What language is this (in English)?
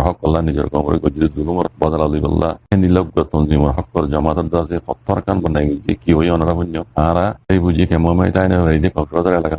Rohingya